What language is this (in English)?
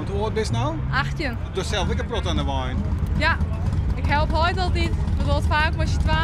Western Frisian